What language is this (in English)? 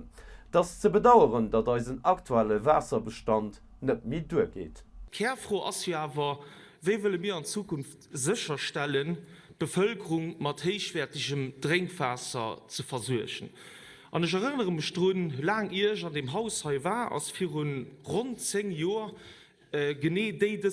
Luxembourgish